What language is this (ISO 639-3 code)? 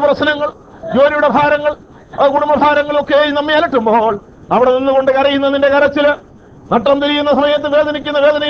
mal